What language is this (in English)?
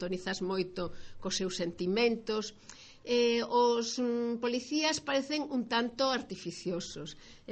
Galician